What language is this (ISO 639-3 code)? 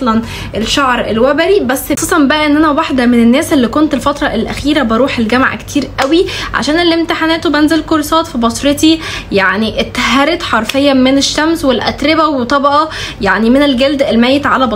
arz